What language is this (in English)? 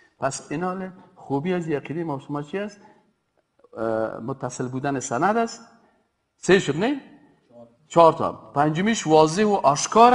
Persian